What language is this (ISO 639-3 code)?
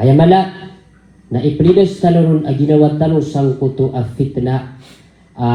mrw